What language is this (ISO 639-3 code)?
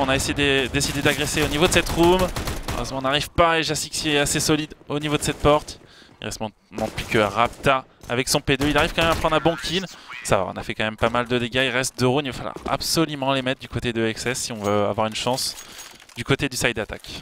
fra